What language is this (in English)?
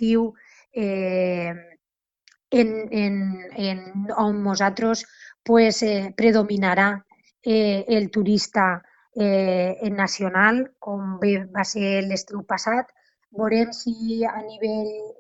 Catalan